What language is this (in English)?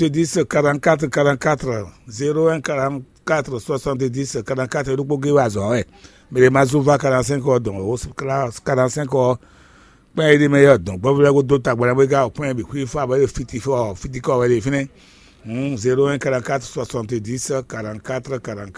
Fon